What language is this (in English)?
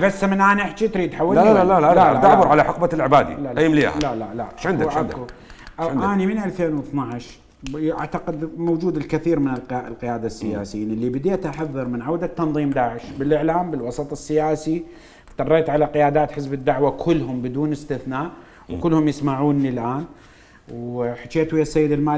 Mesopotamian Arabic